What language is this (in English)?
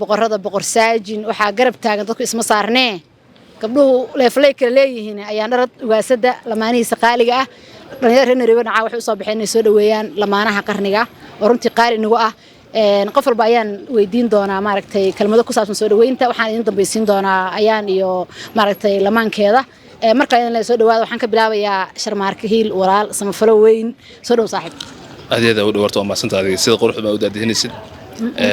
Somali